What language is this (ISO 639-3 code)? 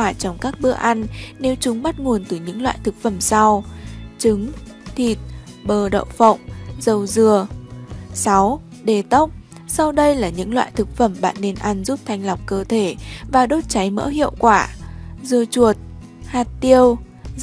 vie